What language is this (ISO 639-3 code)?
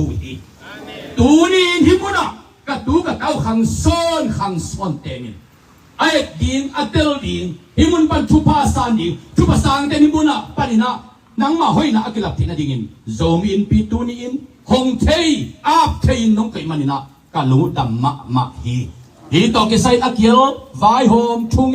ctd